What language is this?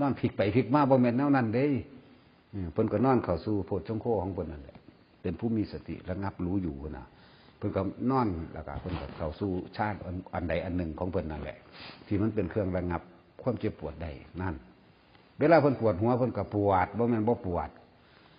Northeastern Thai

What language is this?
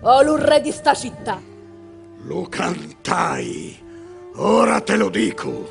Sicilian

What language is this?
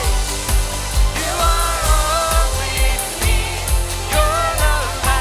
Plautdietsch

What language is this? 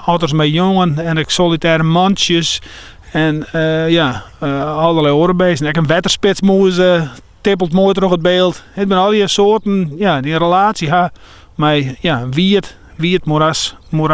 Western Frisian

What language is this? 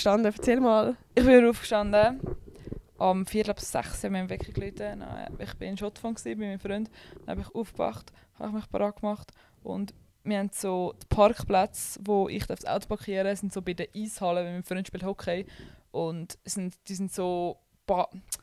Swiss German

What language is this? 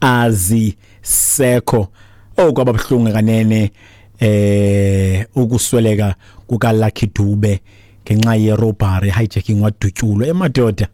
Xhosa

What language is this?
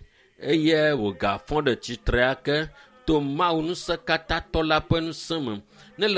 Ewe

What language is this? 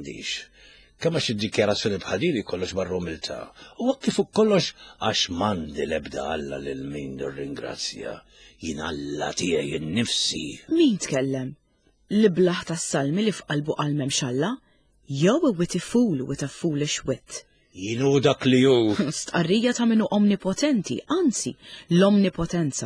Maltese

